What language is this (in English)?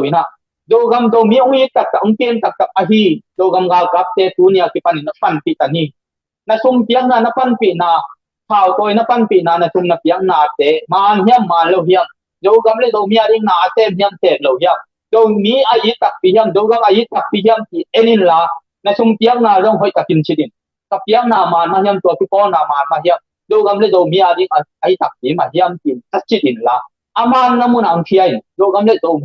Tedim Chin